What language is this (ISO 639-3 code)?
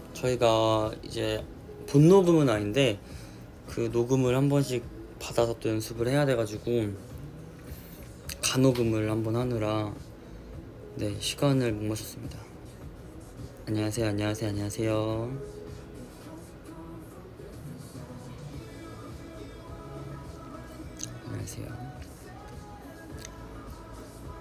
kor